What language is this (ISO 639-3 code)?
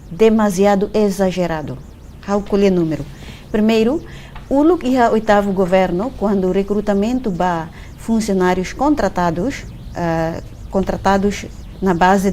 tet